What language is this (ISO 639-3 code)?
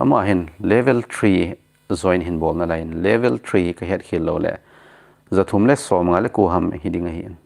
tcz